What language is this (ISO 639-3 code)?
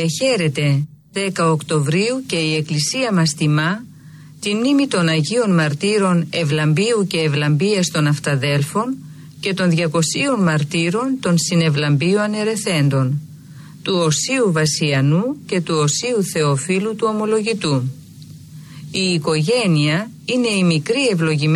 ell